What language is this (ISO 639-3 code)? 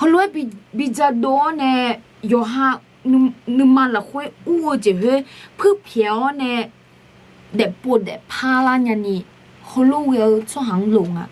ahk